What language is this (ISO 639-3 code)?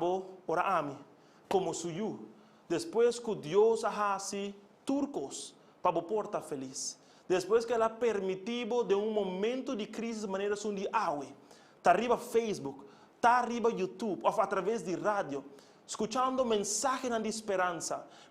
pap